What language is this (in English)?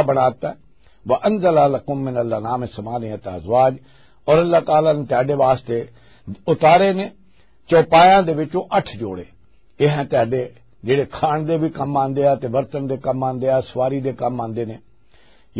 Western Panjabi